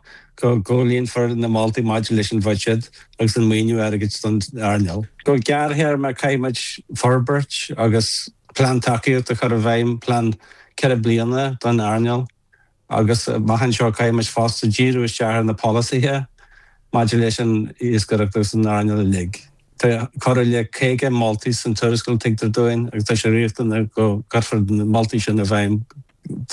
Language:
Irish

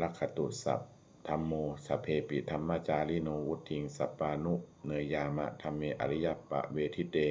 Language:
Pali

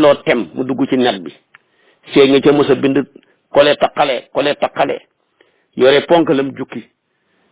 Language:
Wolof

